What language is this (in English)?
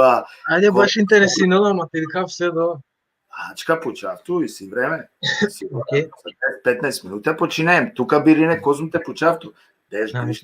Balkan Romani